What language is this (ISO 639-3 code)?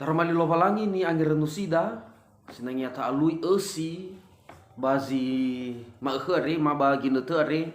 nia